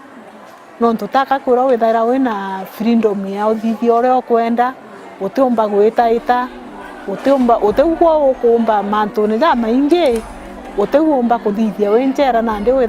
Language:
Meru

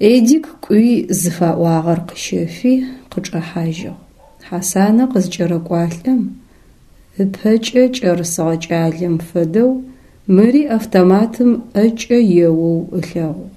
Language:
Adyghe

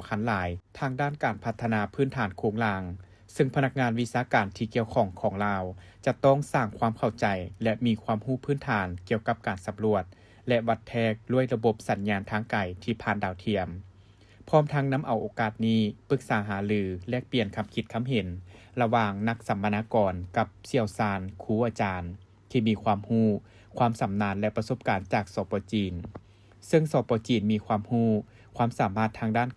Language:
Lao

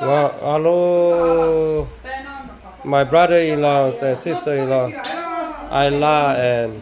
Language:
Lahu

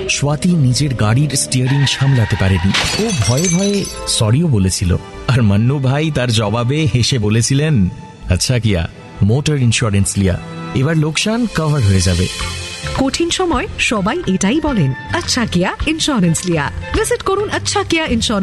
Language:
Bangla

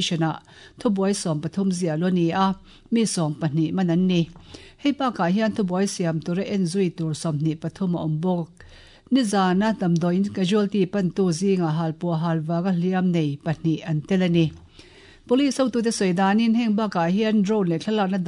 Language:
Mizo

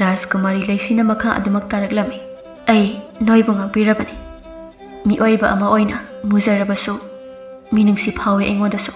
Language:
Manipuri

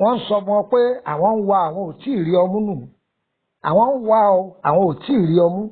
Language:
Yoruba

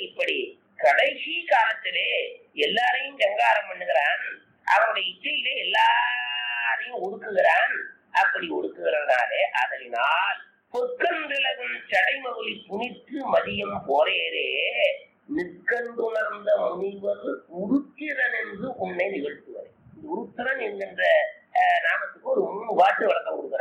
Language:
Tamil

